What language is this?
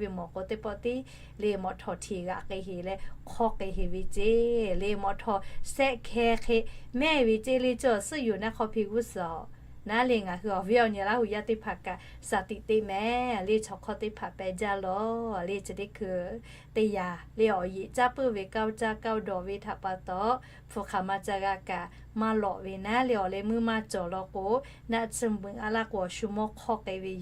Lahu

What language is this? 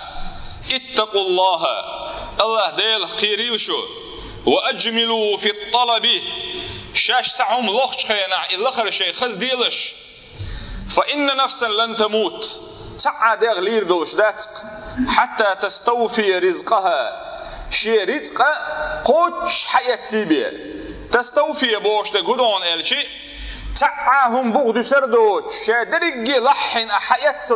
Chechen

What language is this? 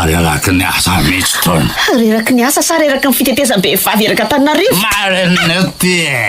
Malagasy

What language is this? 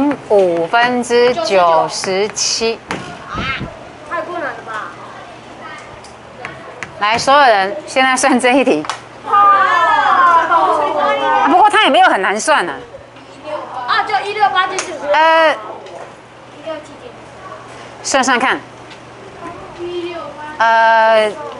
Chinese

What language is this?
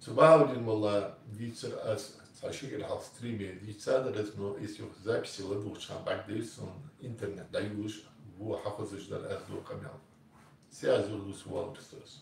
Ingush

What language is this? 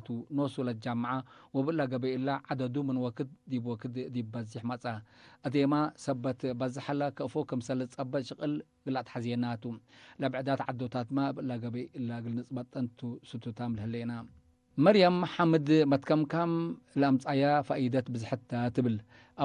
Tigre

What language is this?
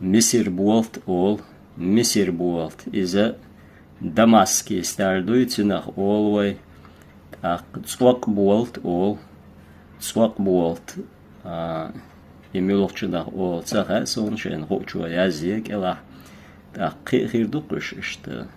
Chechen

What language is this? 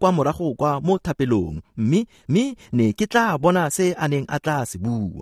Tswana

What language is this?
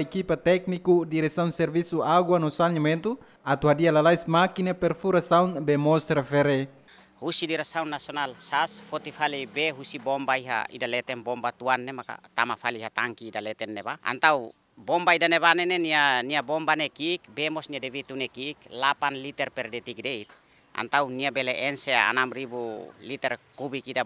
Tetum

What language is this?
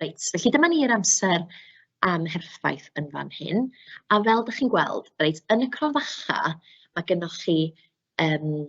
Welsh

